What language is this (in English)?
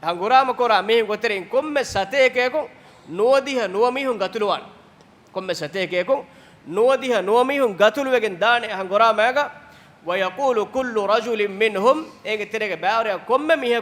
Divehi